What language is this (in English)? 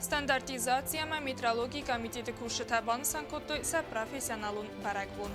Ossetic